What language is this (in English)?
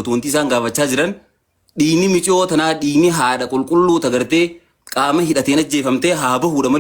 Oromo